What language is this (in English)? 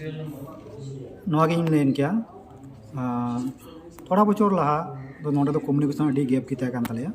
Santali